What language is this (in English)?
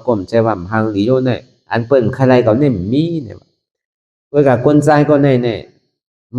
Shan